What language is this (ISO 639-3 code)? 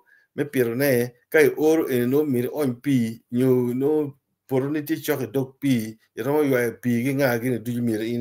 ach